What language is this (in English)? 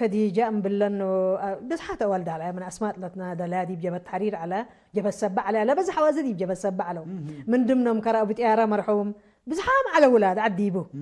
Tigre